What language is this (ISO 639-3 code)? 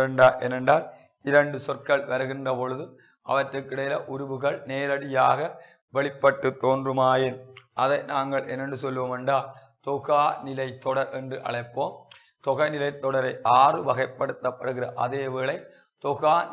tam